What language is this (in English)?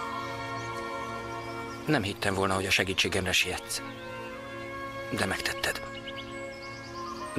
Hungarian